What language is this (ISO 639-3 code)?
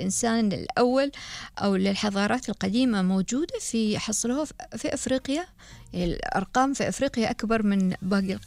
afb